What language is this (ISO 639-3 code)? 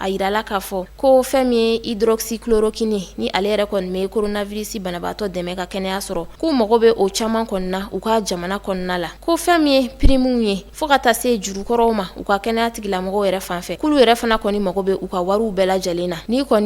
bam